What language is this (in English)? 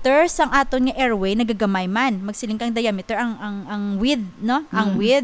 Hiligaynon